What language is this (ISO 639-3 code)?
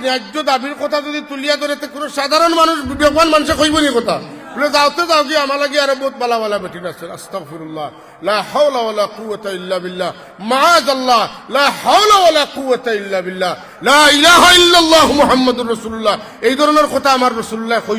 syl